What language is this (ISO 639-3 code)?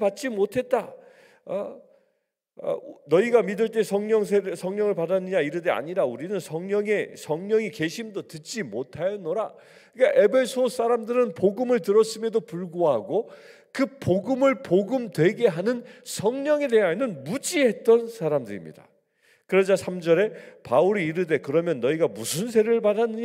kor